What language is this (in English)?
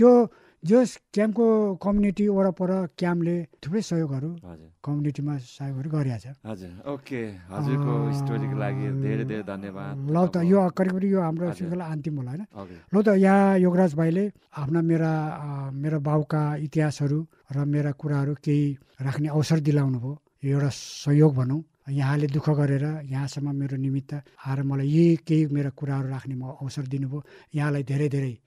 Nepali